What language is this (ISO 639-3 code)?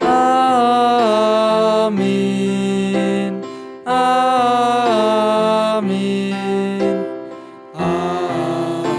btx